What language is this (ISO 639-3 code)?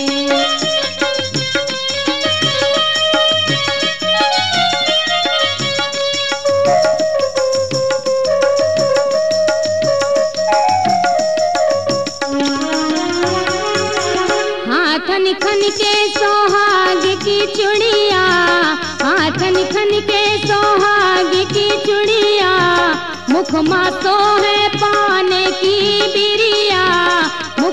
bho